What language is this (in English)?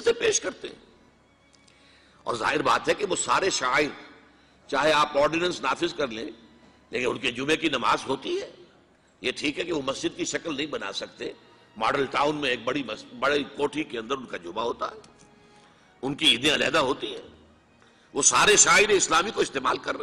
Urdu